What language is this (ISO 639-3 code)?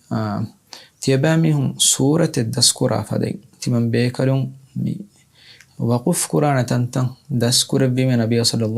div